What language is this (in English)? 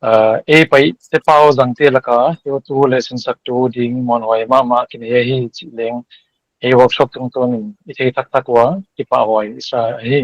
Paite Chin